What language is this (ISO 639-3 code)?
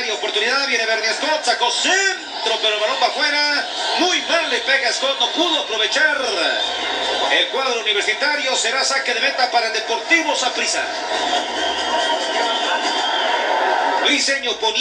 spa